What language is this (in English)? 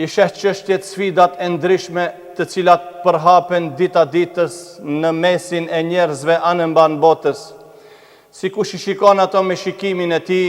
Albanian